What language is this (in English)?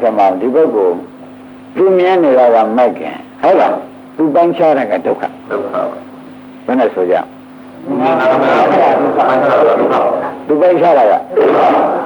Burmese